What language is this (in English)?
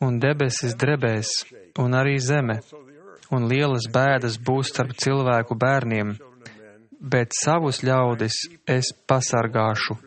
Latvian